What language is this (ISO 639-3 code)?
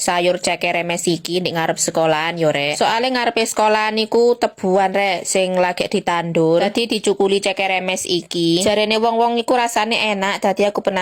jav